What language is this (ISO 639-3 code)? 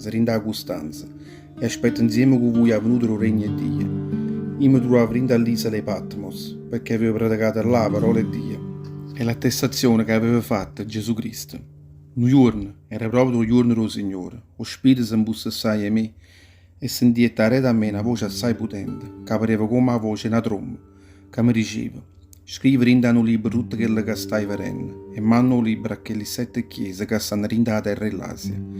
nap